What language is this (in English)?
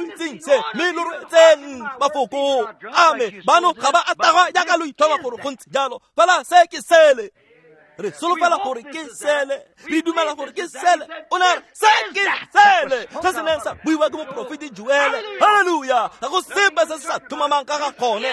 Tswana